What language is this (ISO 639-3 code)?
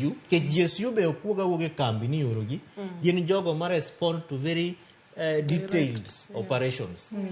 luo